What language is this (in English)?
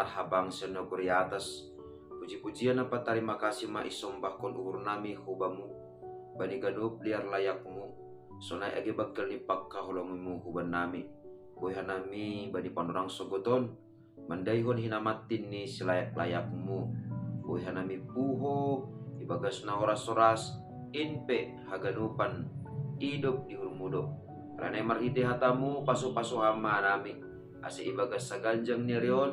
Batak Simalungun